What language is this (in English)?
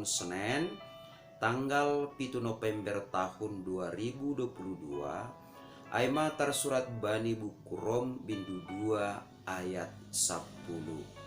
Batak Simalungun